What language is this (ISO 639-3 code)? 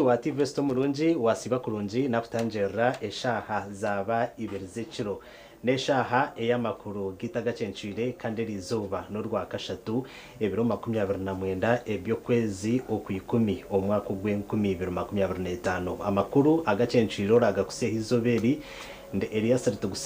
nyn